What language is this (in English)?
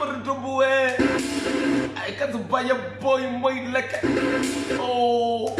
Venda